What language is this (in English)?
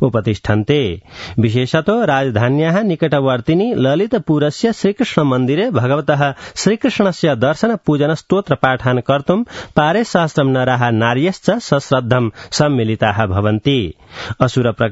Sanskrit